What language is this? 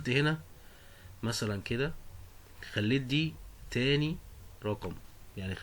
Egyptian Arabic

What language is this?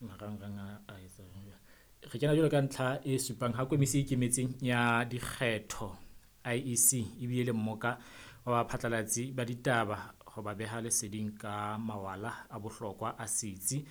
Southern Sotho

